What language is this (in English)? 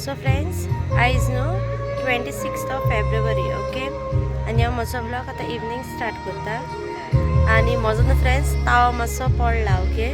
Konkani